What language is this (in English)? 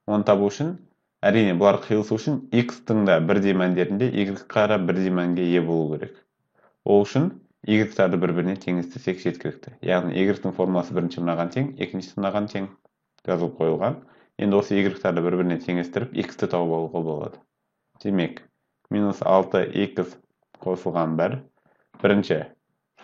Kazakh